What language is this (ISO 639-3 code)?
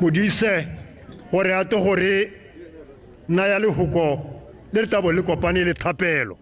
tsn